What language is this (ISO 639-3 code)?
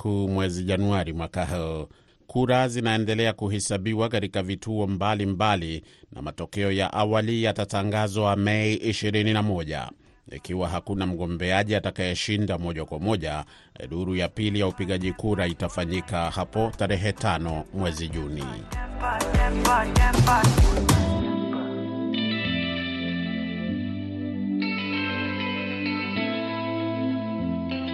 swa